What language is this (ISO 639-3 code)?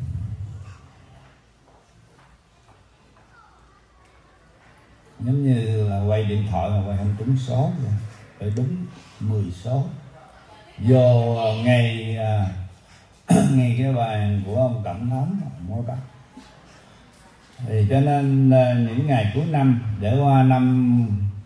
vie